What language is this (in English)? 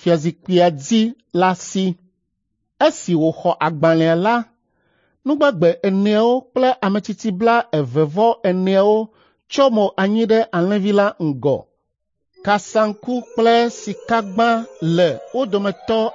Ewe